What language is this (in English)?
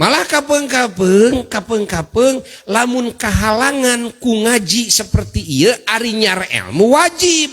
Sundanese